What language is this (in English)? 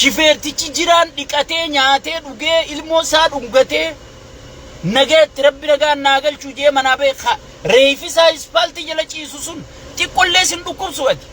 Oromo